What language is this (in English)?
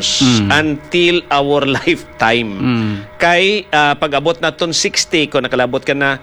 Hiligaynon